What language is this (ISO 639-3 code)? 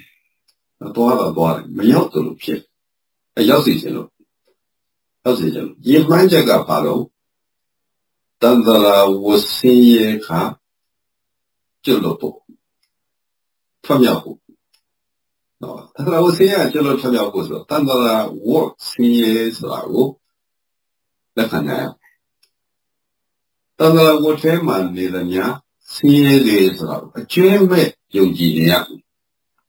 mya